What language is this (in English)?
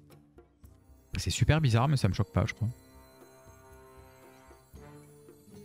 French